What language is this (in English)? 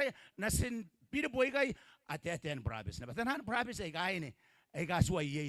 Gilbertese